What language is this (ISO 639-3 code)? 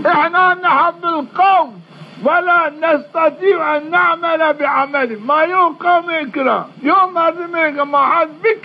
zza